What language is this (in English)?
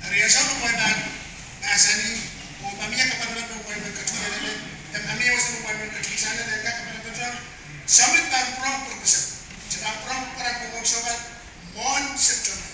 Pohnpeian